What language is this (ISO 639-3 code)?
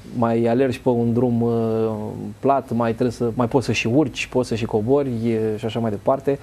ron